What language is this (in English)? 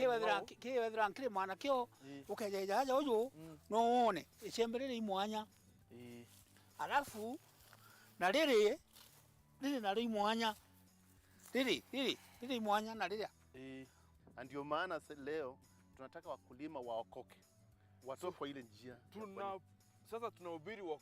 Meru